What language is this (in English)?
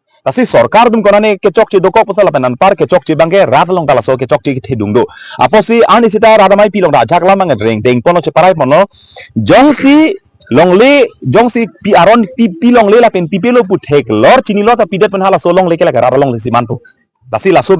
Karbi